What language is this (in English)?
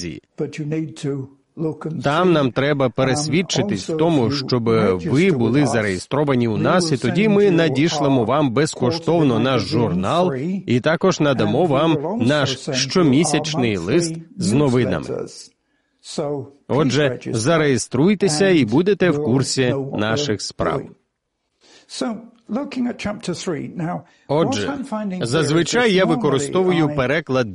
Ukrainian